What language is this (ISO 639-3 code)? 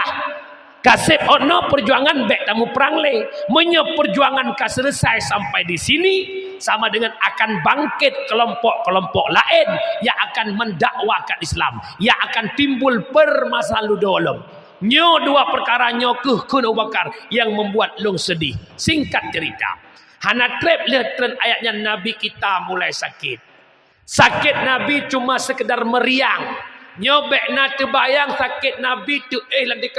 ace